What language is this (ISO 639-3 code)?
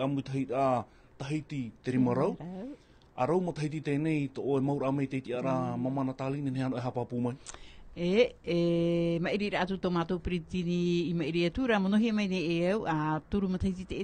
tah